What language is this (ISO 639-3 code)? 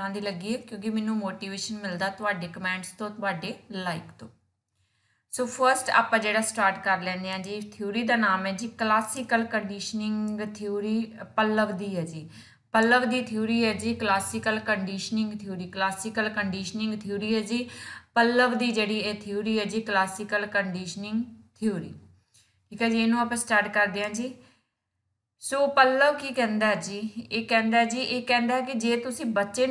pan